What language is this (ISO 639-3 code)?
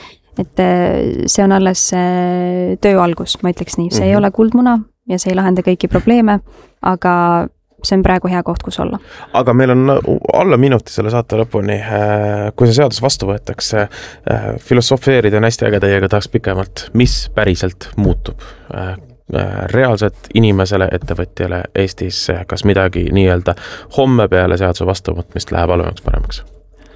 est